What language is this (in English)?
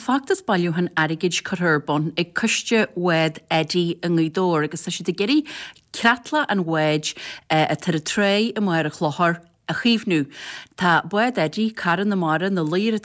Irish